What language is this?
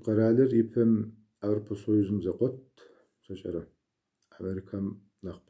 Kabardian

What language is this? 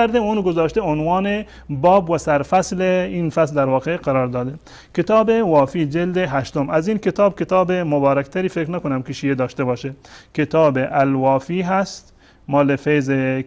Persian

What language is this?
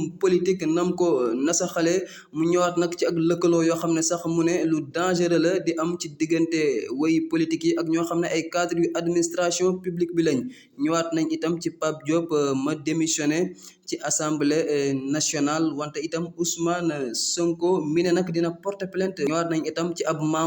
Wolof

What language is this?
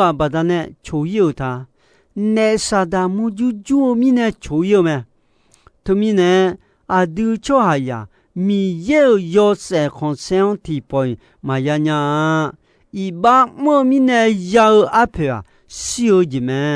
Akha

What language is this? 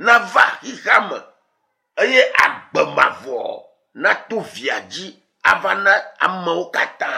Ewe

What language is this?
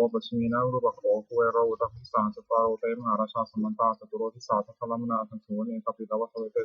Pali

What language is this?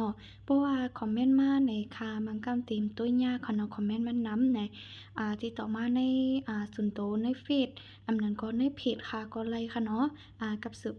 Shan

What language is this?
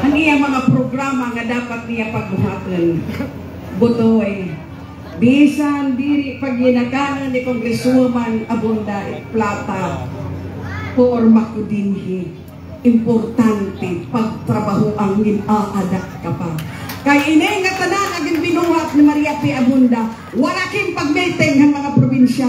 Waray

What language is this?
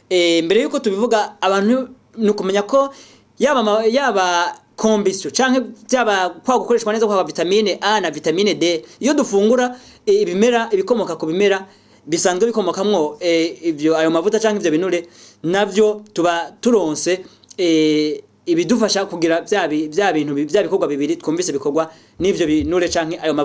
Rundi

